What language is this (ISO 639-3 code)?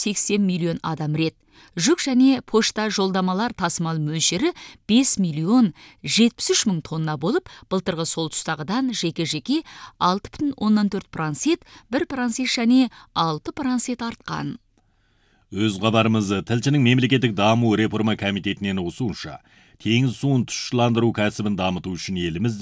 kaz